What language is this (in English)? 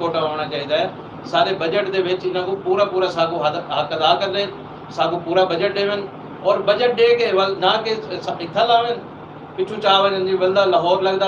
Saraiki